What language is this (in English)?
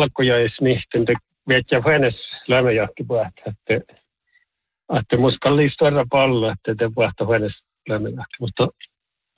Northern Sami